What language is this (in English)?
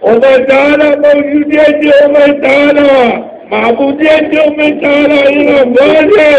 Zaza